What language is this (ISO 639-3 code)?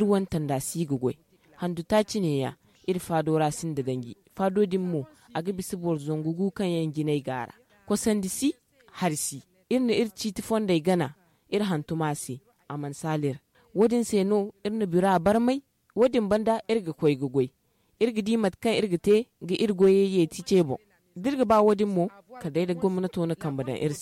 dje